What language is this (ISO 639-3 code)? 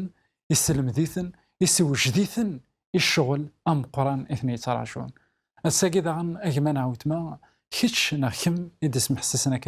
kab